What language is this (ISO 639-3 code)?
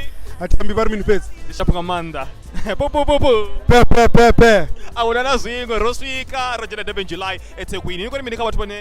ven